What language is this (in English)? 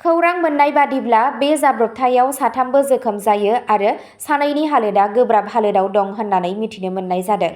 Bodo